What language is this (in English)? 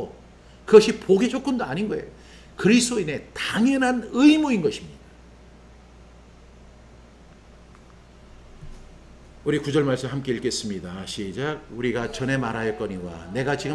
Korean